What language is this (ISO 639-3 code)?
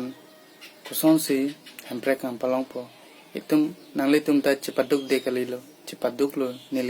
mjw